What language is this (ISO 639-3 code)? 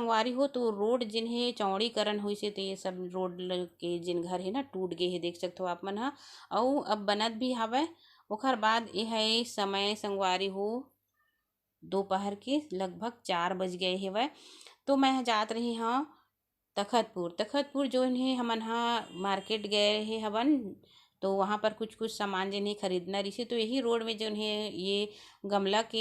hne